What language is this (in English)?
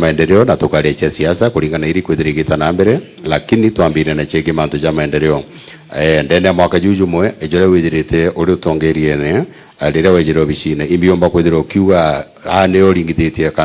Meru